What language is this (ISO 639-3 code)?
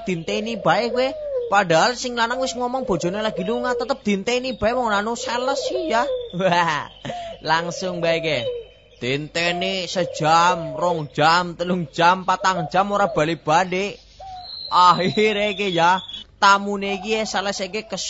jav